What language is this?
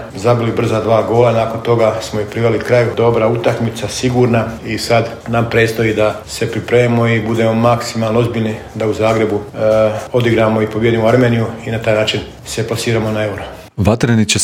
Croatian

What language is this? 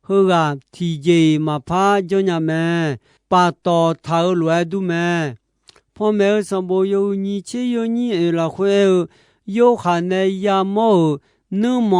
Akha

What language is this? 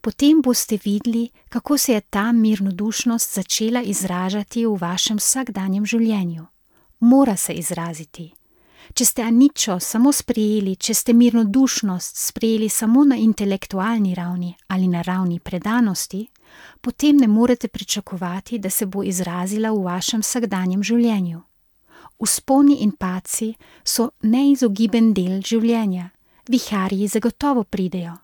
Slovenian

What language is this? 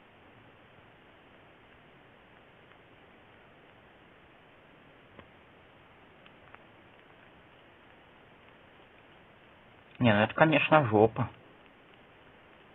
Russian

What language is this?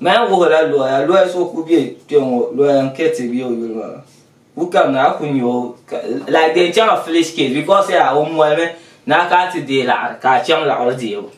Dagbani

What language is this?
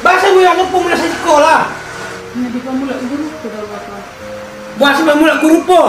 Batak Toba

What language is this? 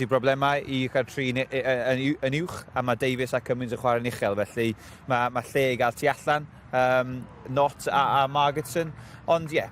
Welsh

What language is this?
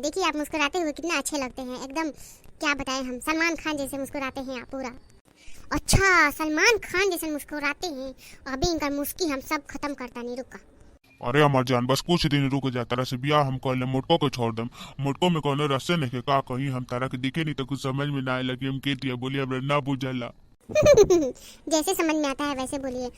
Bhojpuri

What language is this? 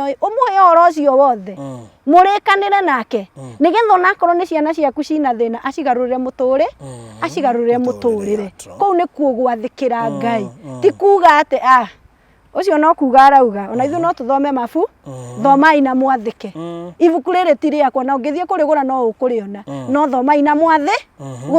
Kikuyu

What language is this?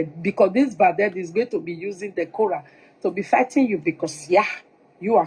Nigerian Pidgin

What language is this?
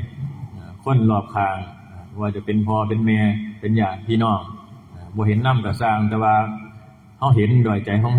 Northeastern Thai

